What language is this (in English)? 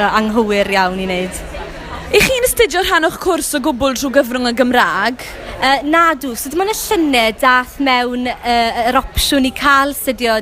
Welsh